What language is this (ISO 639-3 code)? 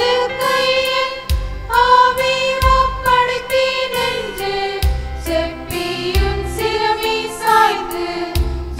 tam